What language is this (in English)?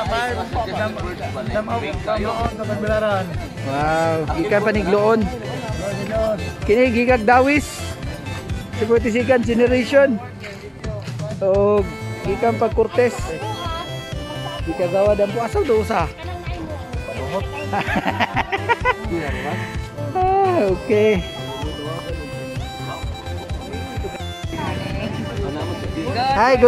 Cebuano